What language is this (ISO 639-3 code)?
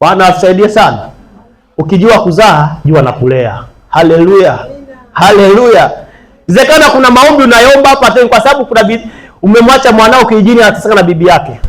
swa